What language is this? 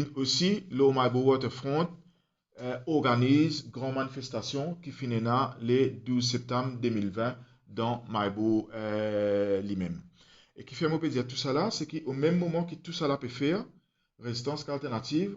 Morisyen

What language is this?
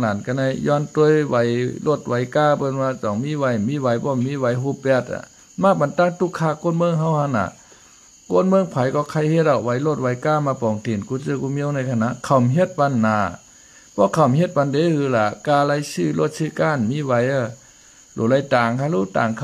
Shan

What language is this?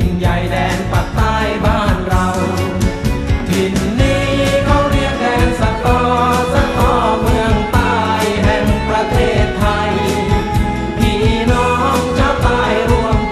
Thai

